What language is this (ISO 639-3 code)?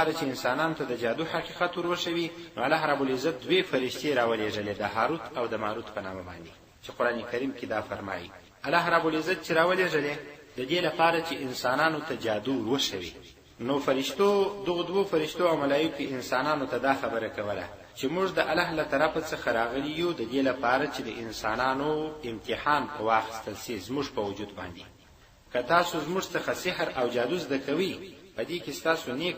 pus